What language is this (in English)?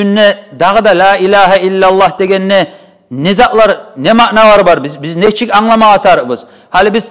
Kumyk